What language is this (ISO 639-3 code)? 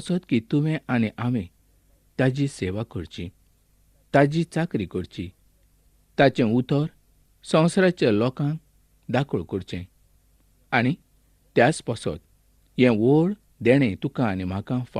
kok